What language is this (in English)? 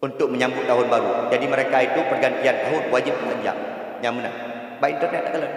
Achinese